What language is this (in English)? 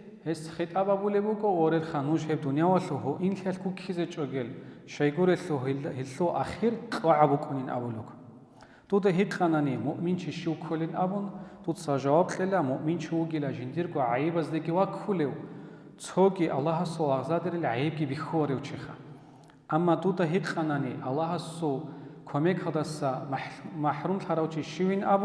Avaric